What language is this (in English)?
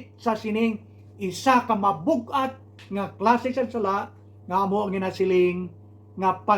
Hiligaynon